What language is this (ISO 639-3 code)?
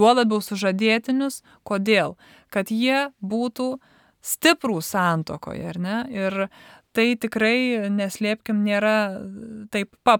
lit